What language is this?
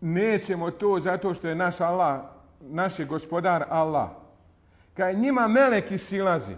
Bosnian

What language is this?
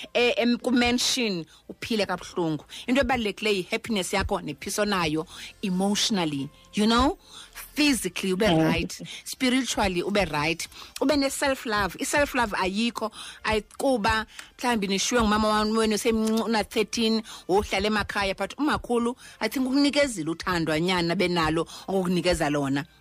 Xhosa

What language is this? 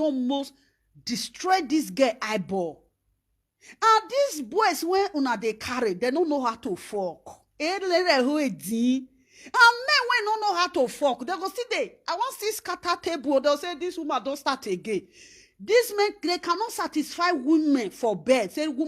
Nigerian Pidgin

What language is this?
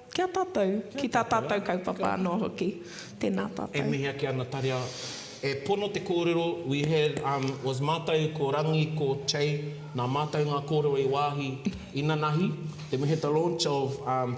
Māori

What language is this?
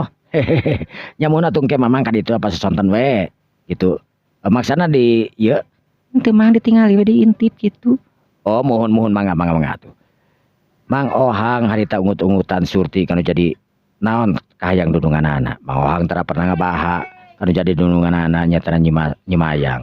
Sundanese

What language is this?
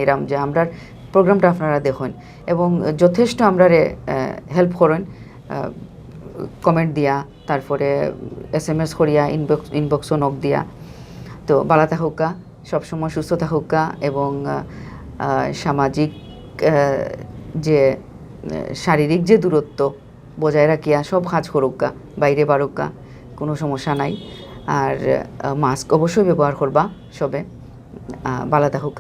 Sylheti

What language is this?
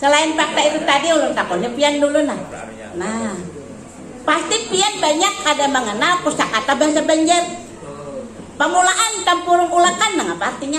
Banjar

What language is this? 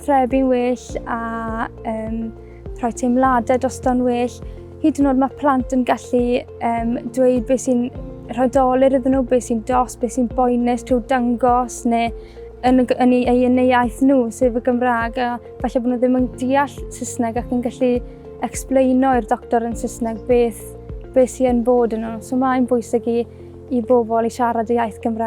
Welsh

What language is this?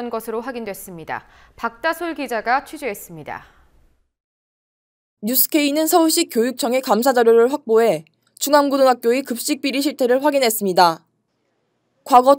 Korean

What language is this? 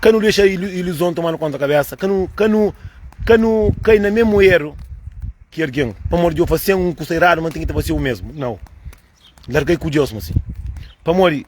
Kabuverdianu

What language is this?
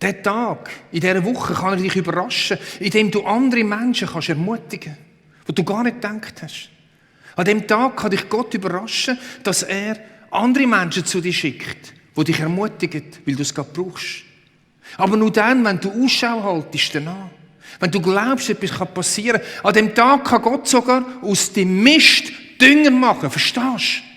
Swiss German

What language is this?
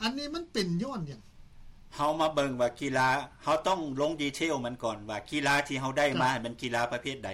Lao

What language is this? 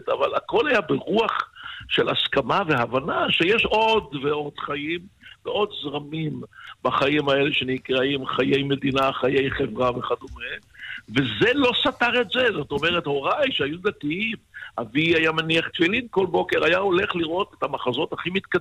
Hebrew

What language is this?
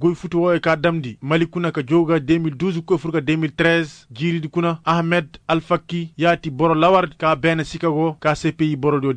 Koyraboro Senni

